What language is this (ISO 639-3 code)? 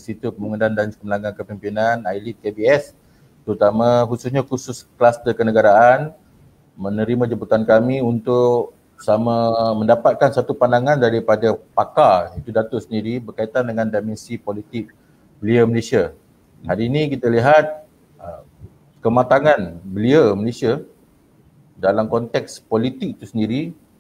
msa